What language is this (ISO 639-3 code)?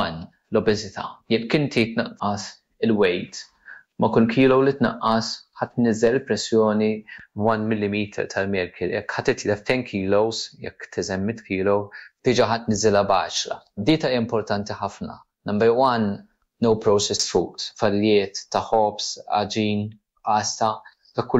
mlt